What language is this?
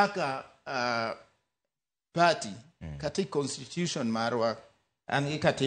Luo (Kenya and Tanzania)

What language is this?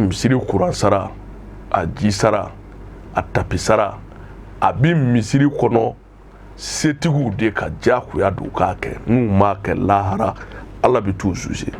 Bambara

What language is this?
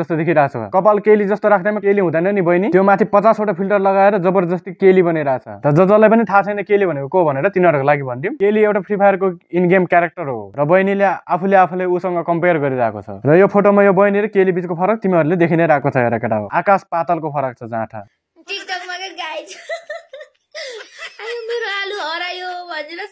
Nepali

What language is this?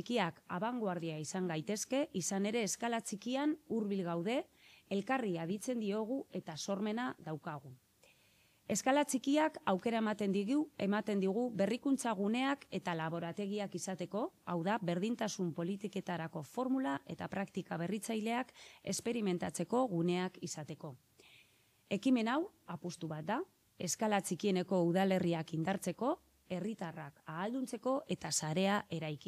Basque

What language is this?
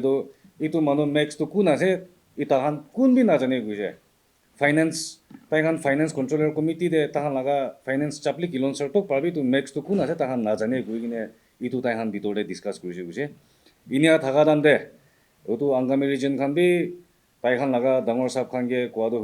Naga Pidgin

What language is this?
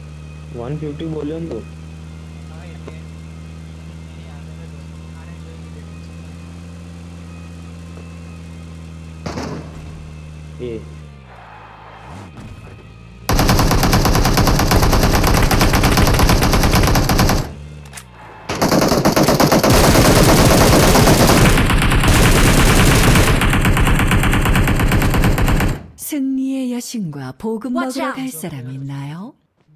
Gujarati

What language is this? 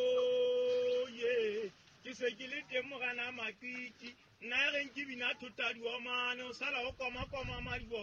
Southern Sotho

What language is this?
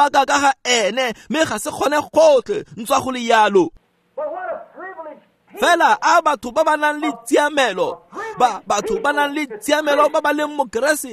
Tswana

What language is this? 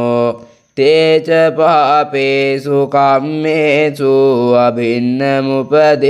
Pali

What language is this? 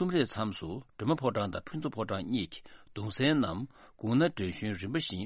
Tibetan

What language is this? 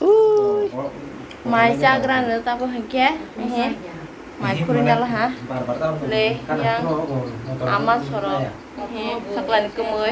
Kok Borok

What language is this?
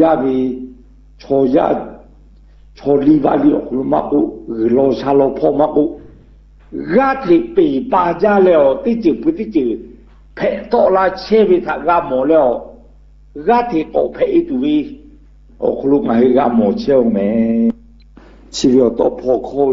Lahu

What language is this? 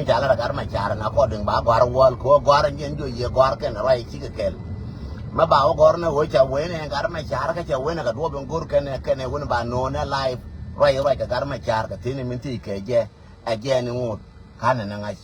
Nuer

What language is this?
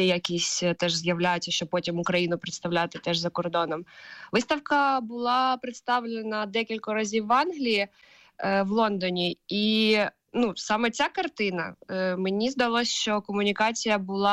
Ukrainian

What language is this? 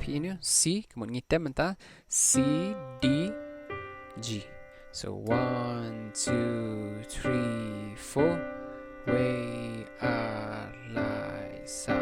Khasi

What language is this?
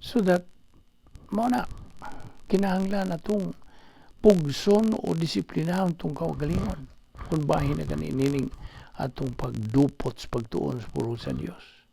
Cebuano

